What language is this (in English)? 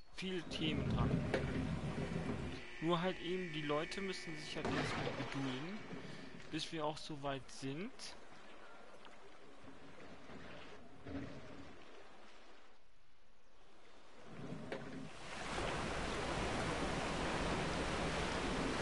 German